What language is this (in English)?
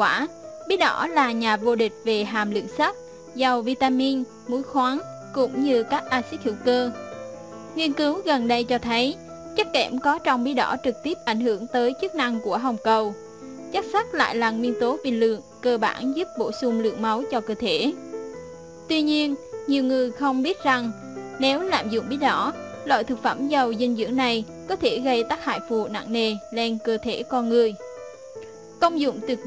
Vietnamese